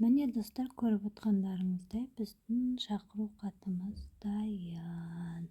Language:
Kazakh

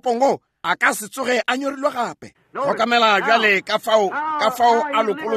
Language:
Northern Sotho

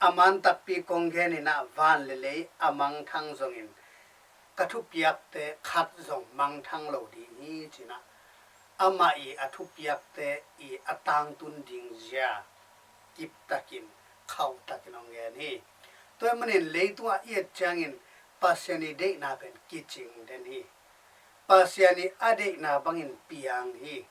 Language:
Tedim Chin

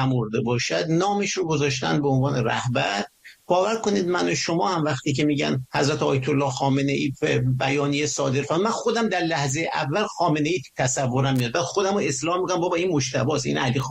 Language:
Persian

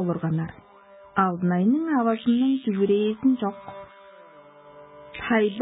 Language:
Tuvinian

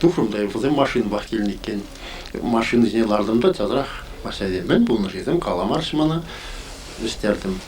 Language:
Chuvash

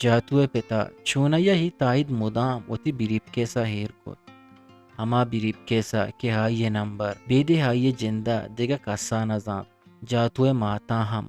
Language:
Eastern Balochi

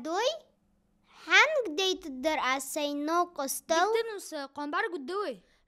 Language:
Ingush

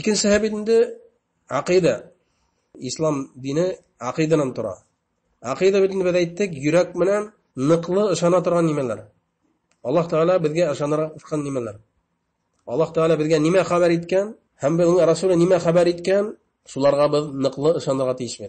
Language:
Bashkir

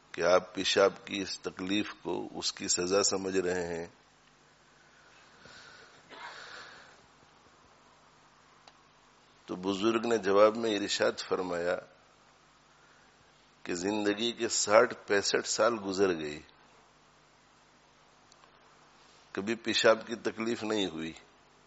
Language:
Urdu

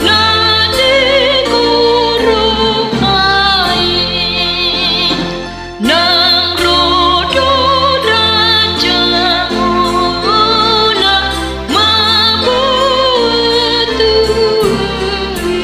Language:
Batak Toba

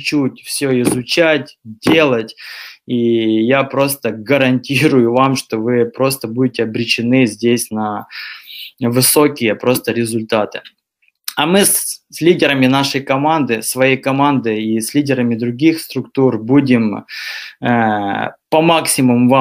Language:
Russian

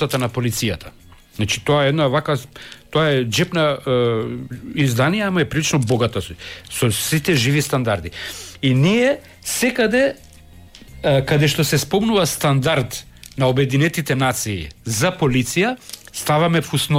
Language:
Macedonian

